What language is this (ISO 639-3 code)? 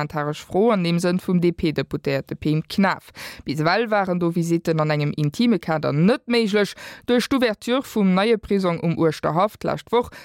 ltz